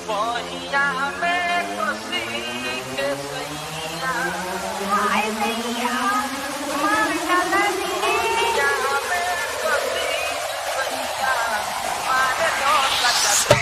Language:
Chhattisgarhi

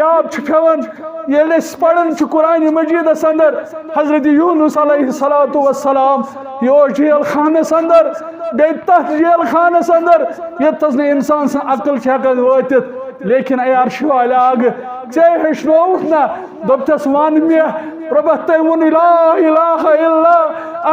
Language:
Kashmiri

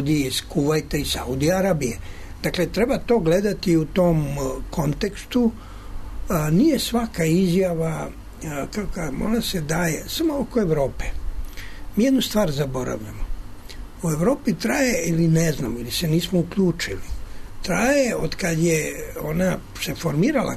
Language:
Serbian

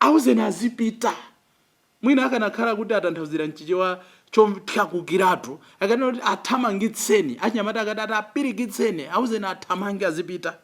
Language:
Nyanja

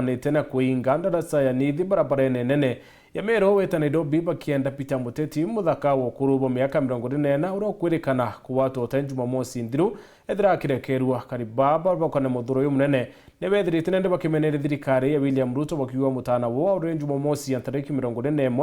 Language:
Meru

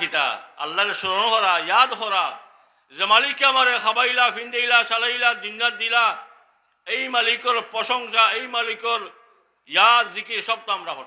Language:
Sylheti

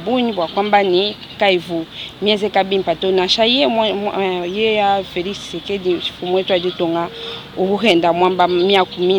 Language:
Luba-Lulua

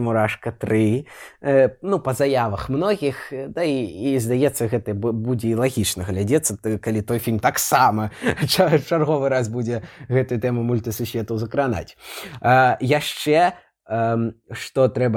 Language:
Belarusian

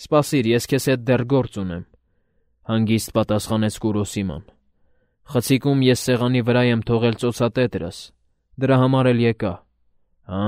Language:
Armenian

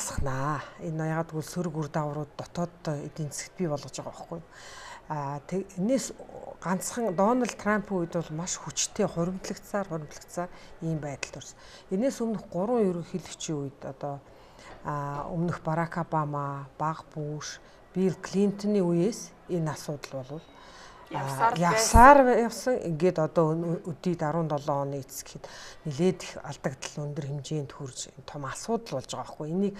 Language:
Mongolian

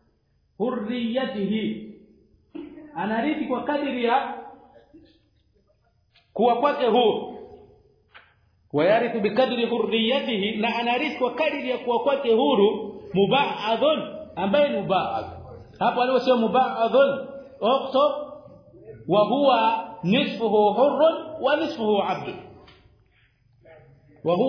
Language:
Swahili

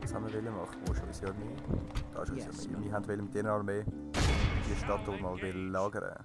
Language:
Swiss German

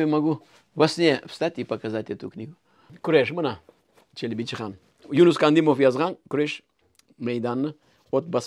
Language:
Crimean Tatar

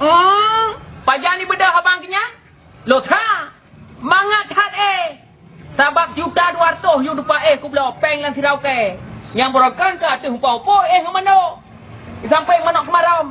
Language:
Achinese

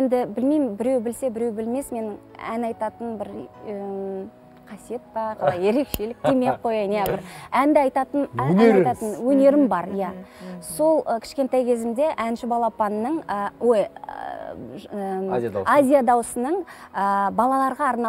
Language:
Kazakh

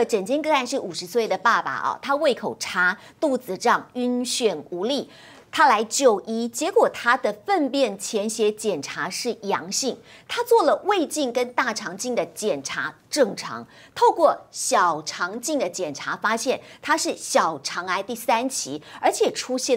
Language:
Chinese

